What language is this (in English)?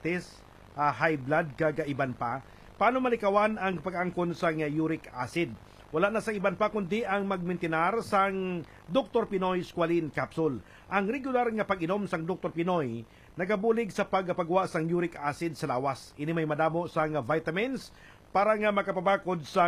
Hiligaynon